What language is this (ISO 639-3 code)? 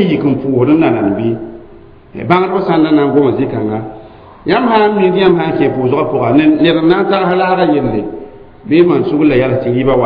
mos